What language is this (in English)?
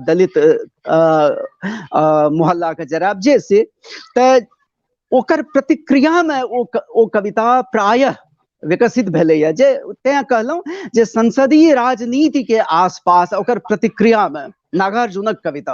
Maithili